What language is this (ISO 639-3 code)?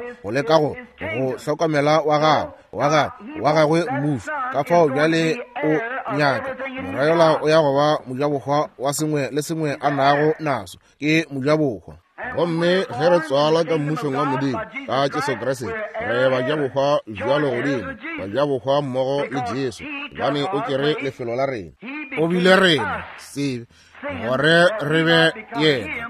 nso